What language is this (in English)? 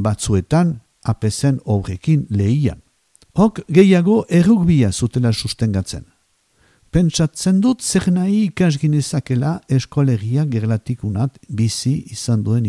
Basque